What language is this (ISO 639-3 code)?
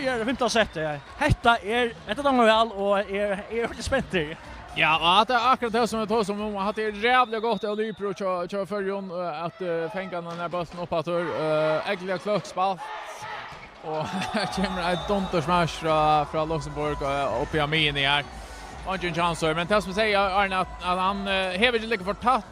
fao